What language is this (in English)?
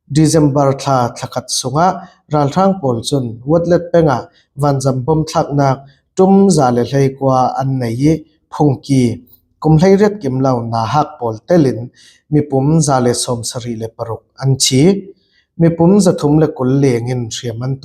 Falam Chin